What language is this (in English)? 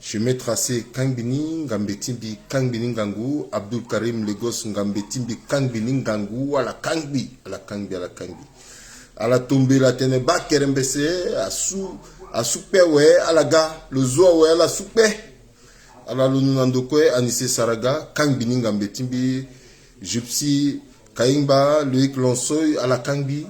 Sango